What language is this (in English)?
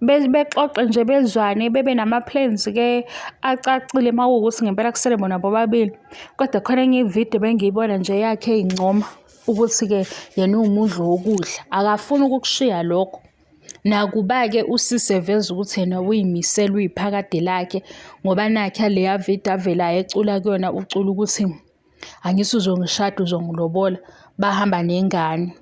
Zulu